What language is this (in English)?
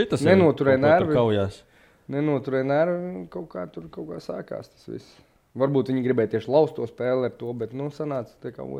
Latvian